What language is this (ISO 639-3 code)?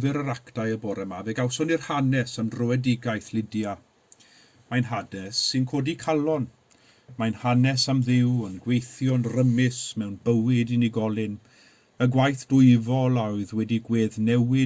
cym